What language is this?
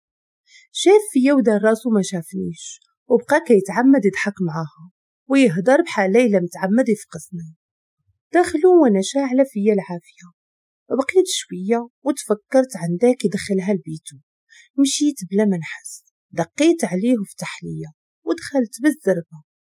Moroccan Arabic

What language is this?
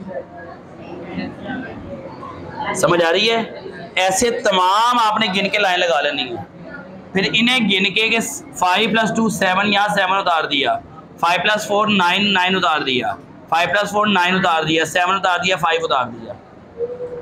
Hindi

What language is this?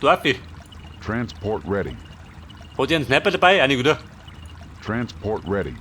Bavarian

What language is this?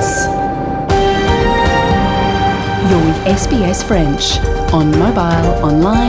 French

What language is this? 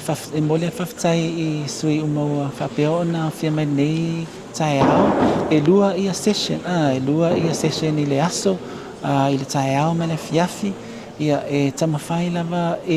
Samoan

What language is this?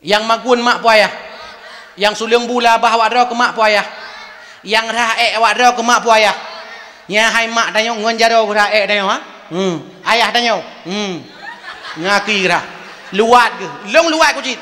Achinese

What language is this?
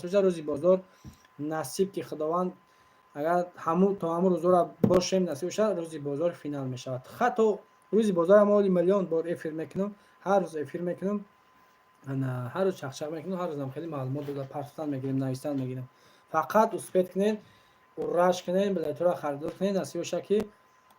Tajik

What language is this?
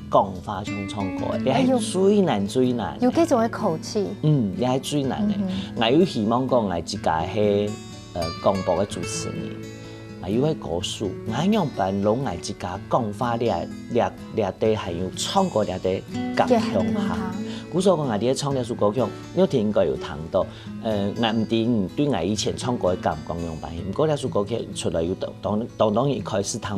Hakka Chinese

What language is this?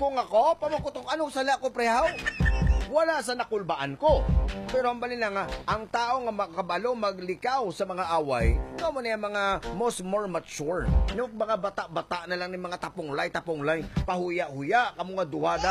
Hiligaynon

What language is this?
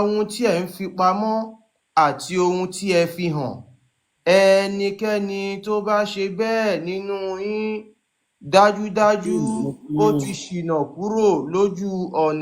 Yoruba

